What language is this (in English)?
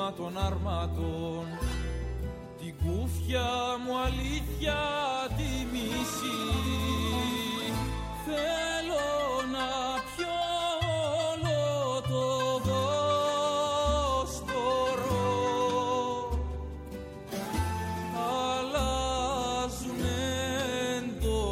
Greek